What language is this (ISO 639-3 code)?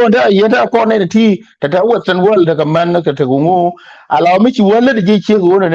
nus